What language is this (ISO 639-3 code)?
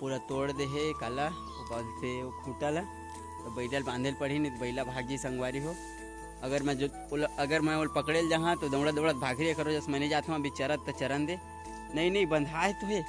hne